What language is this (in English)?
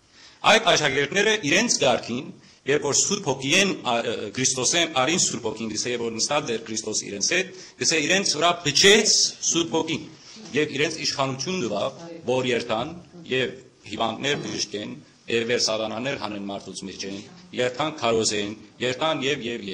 Western Armenian